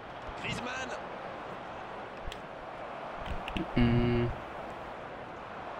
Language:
French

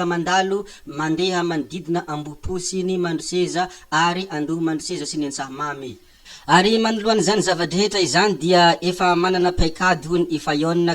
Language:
Malagasy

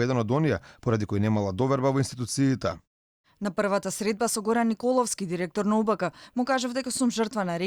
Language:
Macedonian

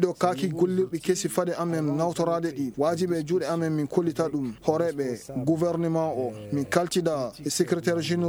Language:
Fula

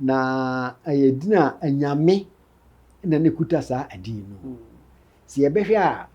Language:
Akan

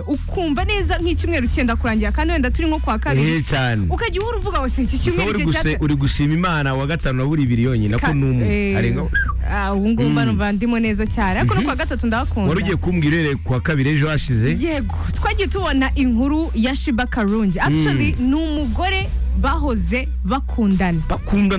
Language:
Kinyarwanda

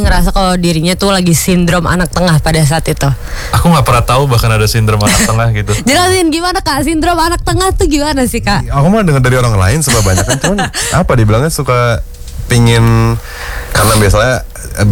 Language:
Indonesian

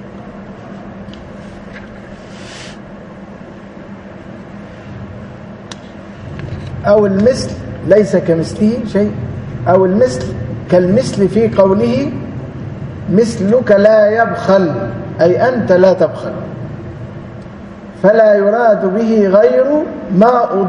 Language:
Arabic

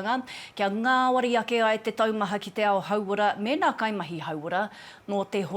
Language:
Māori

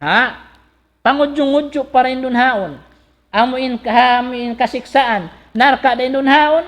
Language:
Tausug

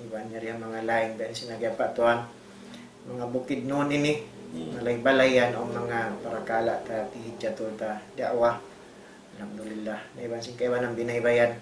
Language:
Tausug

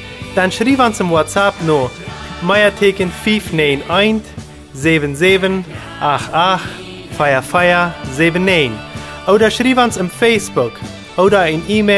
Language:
Plautdietsch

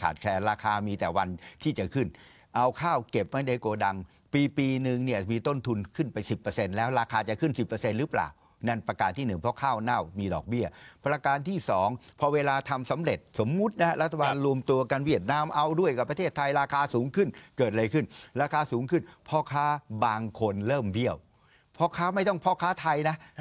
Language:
Thai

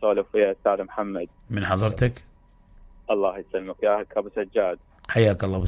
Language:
Mesopotamian Arabic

